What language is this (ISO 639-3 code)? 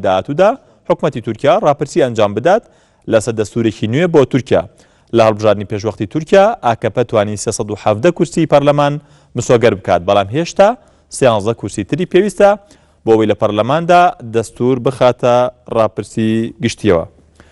ckb